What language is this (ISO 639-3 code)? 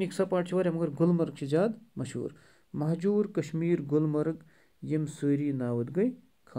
kas